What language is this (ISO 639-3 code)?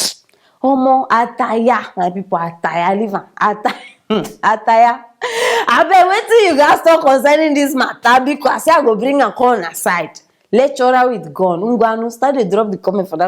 pcm